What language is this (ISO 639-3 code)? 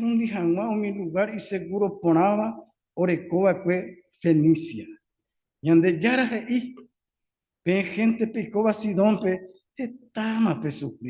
grn